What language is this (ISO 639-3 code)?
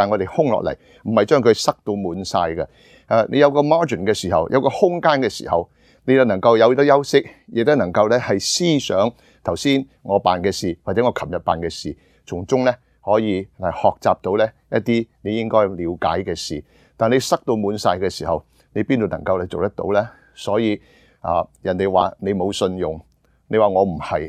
yue